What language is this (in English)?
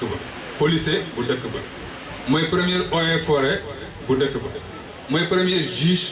Wolof